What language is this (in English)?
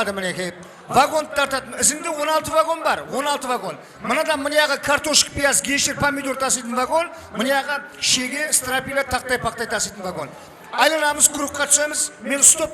Kara-Kalpak